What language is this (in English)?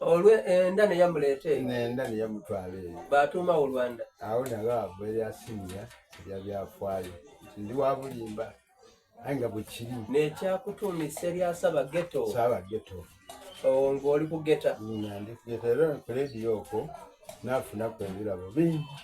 Soga